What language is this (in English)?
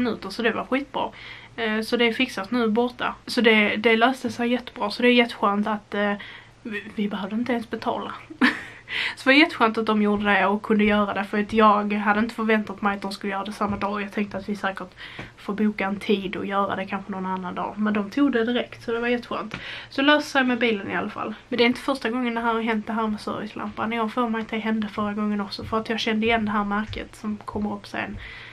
Swedish